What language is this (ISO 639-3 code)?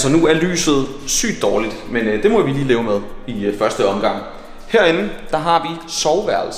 dan